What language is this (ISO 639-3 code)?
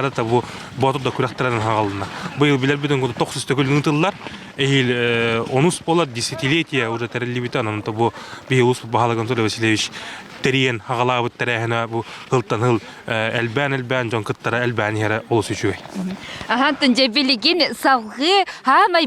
sah